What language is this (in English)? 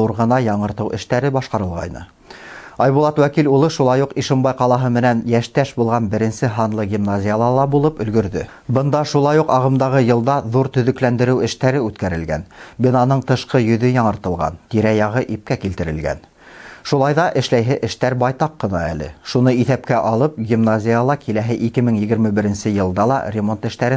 Bashkir